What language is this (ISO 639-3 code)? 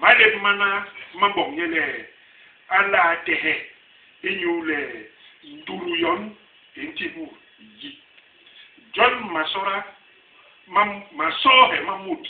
bas